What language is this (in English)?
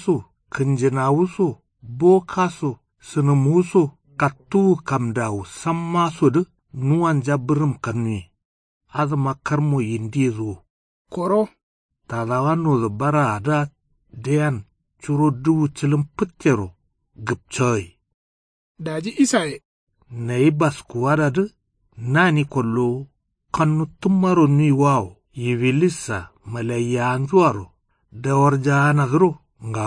Kanuri